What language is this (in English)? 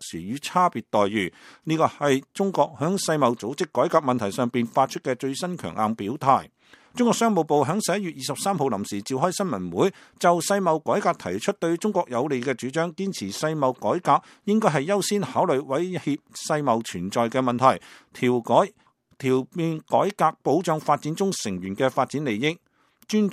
Cantonese